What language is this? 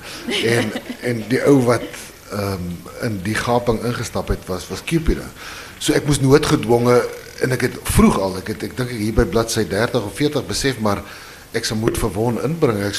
Afrikaans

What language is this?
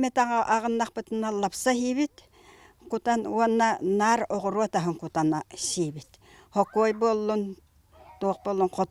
Yakut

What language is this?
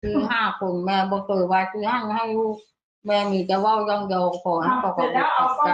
Northeastern Thai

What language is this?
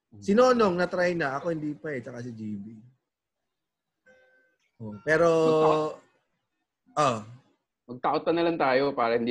Filipino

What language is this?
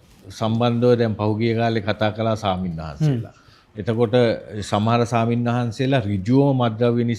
Sinhala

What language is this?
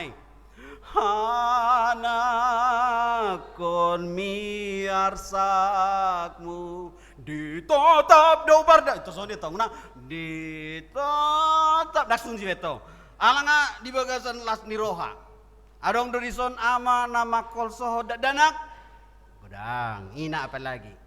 Batak Toba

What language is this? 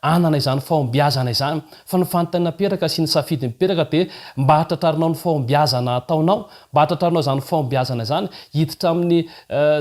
Malagasy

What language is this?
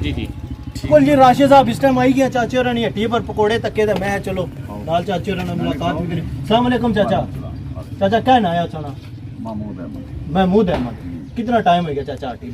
Pahari-Potwari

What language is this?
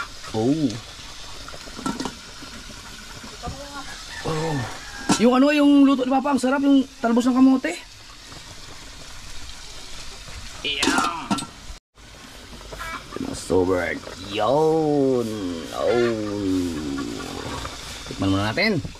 Filipino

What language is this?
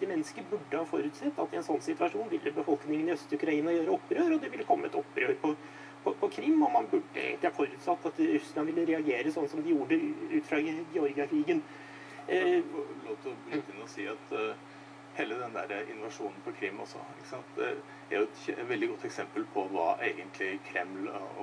Norwegian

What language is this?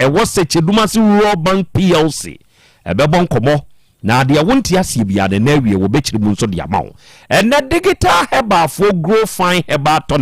Akan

